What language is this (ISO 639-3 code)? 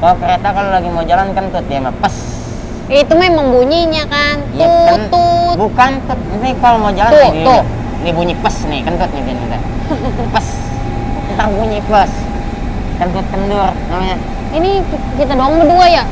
bew